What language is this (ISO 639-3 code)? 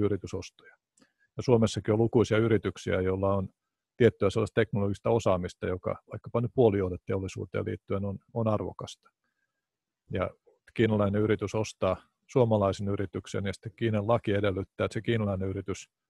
fin